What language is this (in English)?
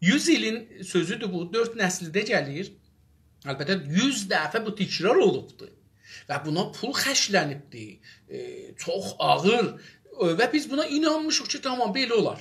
South Azerbaijani